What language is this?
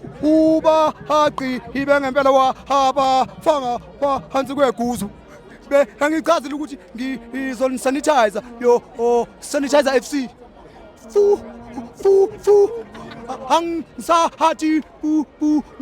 Zulu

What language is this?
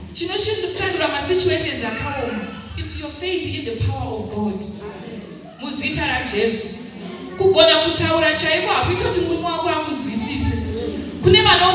Shona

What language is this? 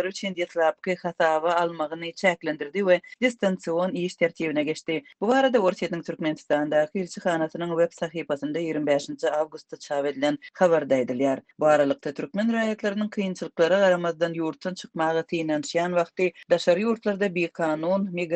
Turkmen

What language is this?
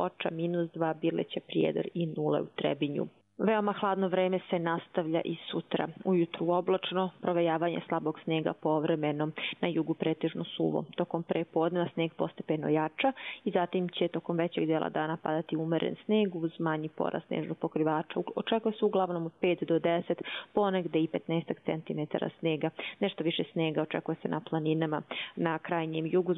Bosnian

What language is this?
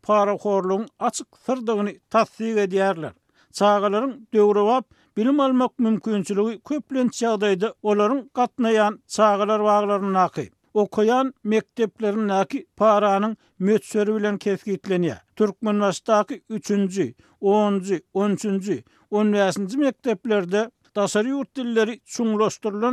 Turkmen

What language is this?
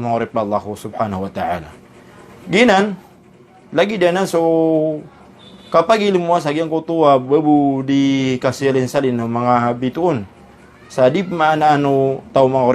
Maranao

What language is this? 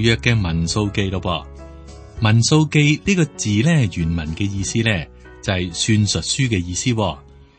Cantonese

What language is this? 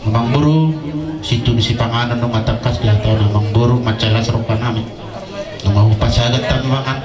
Batak Toba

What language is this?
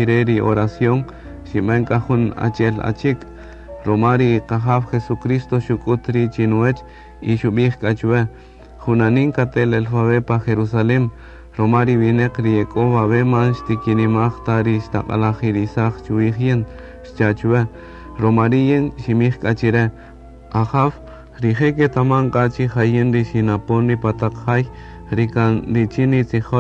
Kaqchikel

